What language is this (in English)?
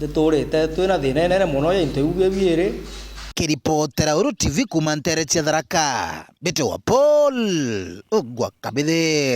Meru